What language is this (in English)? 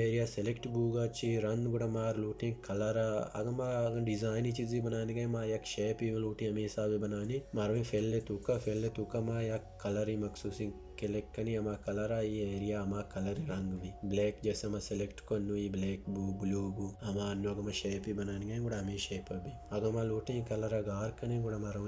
Baluchi